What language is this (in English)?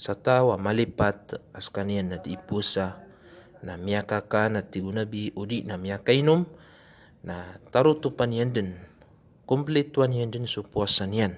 Maranao